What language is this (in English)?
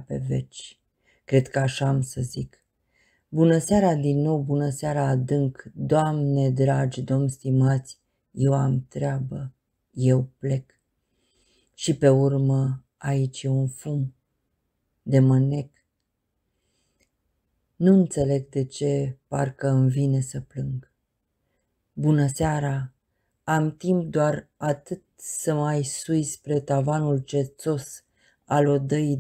Romanian